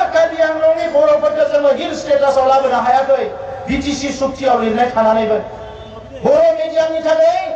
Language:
Bodo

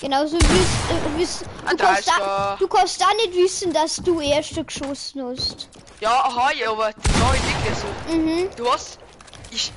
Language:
Bavarian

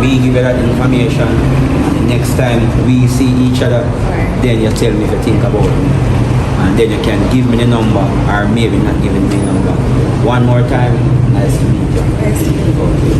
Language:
Jamaican Creole English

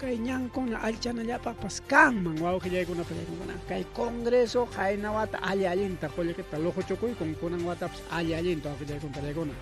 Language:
Ayacucho Quechua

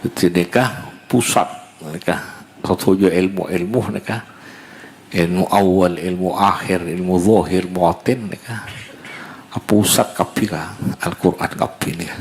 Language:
Madurese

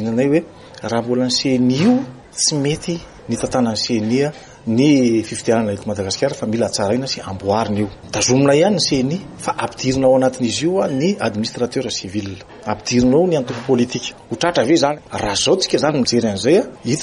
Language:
Malagasy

